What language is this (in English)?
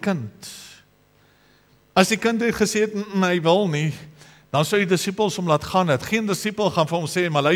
Afrikaans